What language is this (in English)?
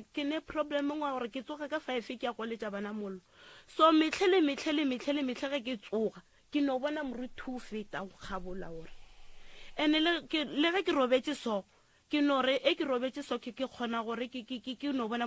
Northern Sotho